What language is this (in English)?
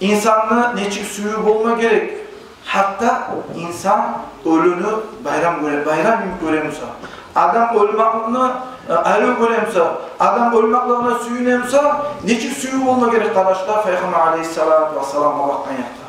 Kumyk